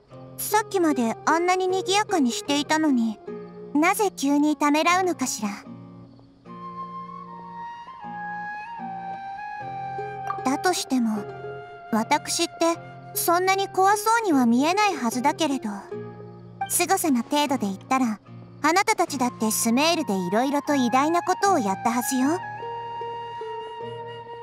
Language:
Japanese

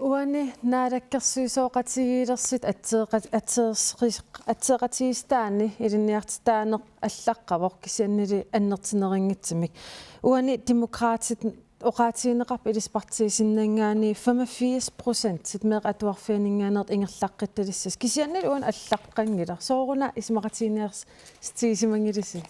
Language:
Kalaallisut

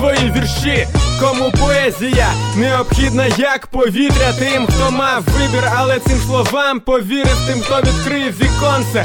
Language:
Ukrainian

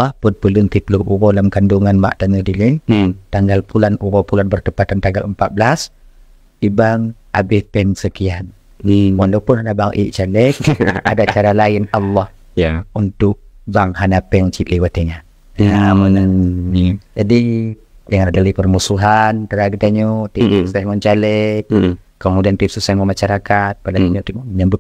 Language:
Achinese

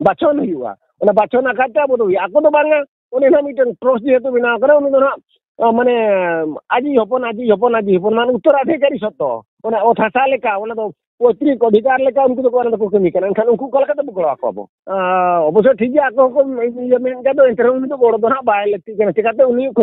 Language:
Santali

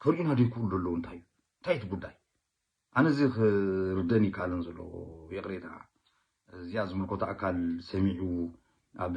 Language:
Tigrinya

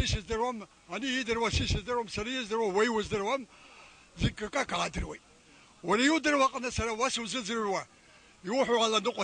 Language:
Abkhazian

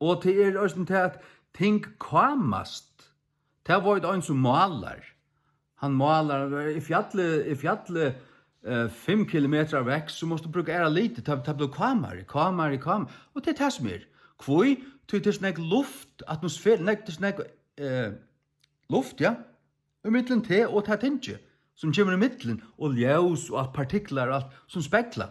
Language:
Faroese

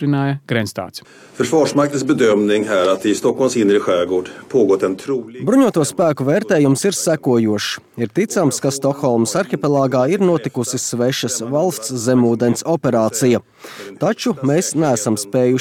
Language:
Latvian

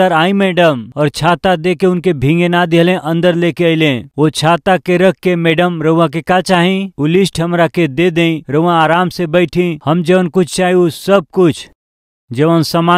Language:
Bhojpuri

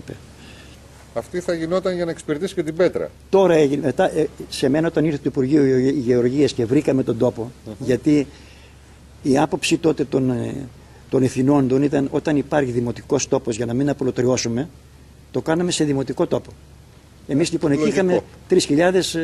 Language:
Greek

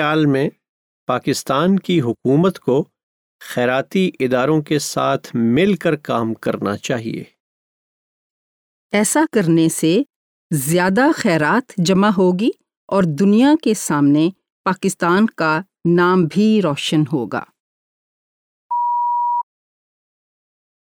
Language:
Urdu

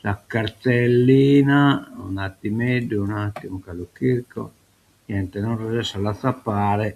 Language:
Sardinian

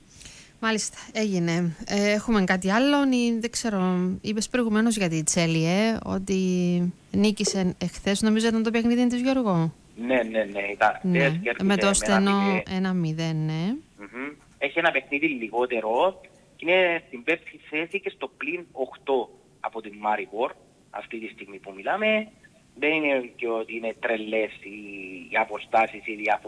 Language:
Greek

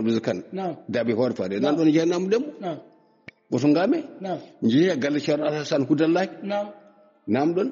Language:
Fula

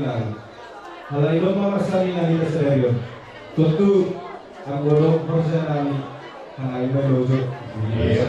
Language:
Batak Simalungun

